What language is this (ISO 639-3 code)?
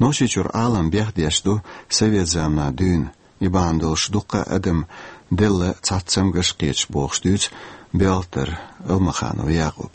che